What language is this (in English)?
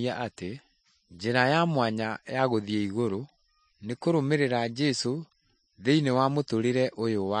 Kikuyu